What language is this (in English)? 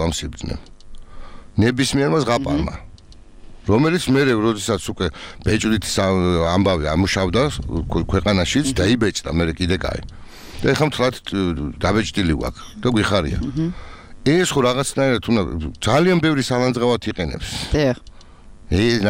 Georgian